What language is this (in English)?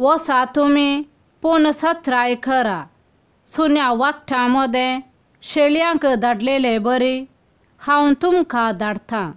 Konkani